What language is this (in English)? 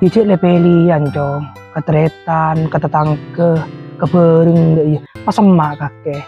Madurese